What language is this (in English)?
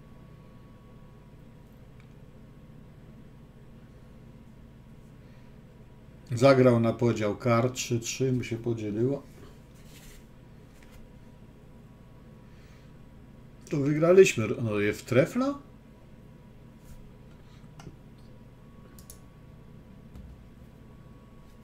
Polish